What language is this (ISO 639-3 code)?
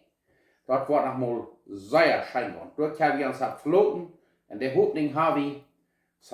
pdt